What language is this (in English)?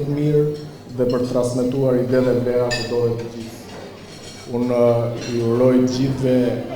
Albanian